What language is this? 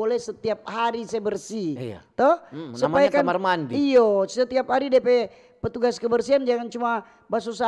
Manado Malay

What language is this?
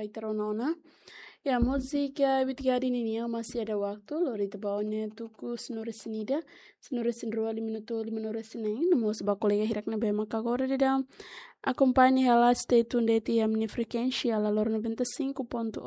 Tetum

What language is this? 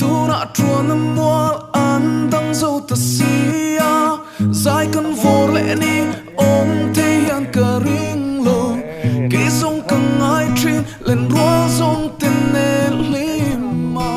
Mizo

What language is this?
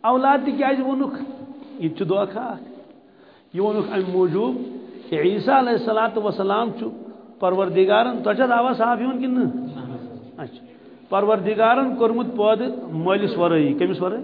Kashmiri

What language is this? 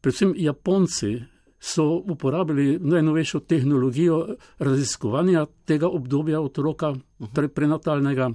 Slovenian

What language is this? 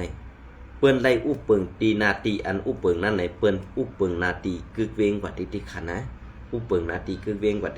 Shan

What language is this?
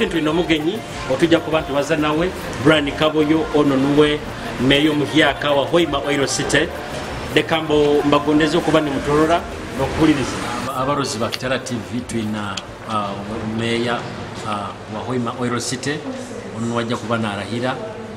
Nyoro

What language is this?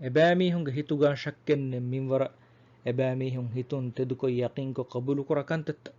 Divehi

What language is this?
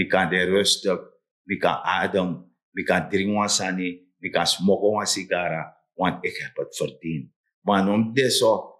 Sranan Tongo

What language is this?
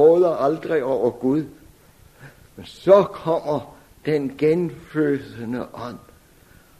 Danish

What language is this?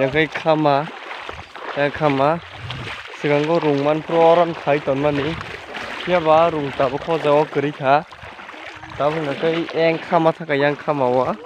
Kok Borok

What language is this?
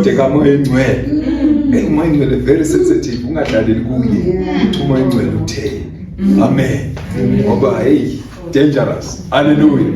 Zulu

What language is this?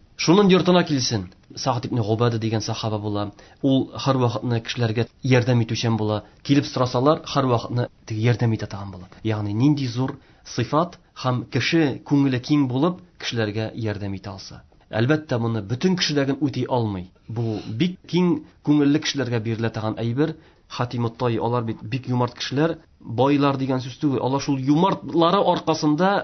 Tatar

